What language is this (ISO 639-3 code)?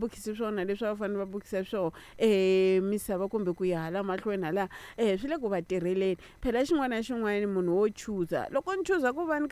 tso